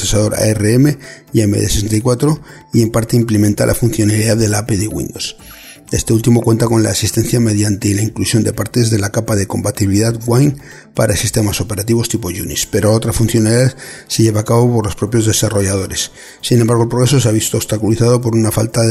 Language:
Spanish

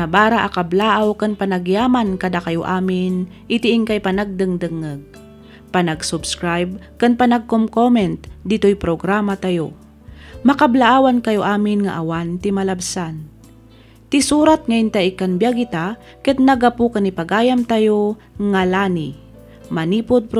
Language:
Iloko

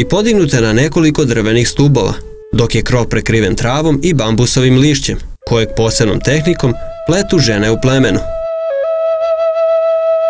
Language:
Serbian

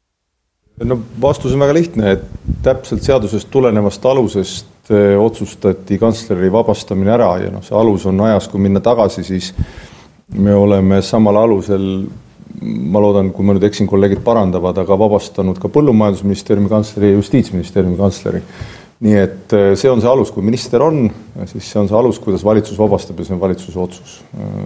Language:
Estonian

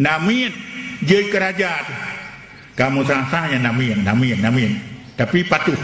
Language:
Achinese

